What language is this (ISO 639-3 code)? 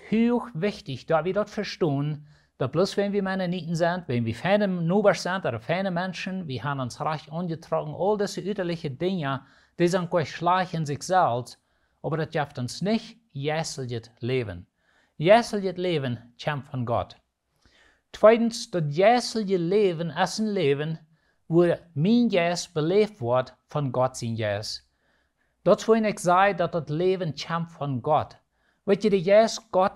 pdt